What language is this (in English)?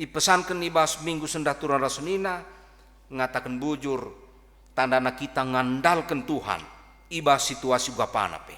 Batak Karo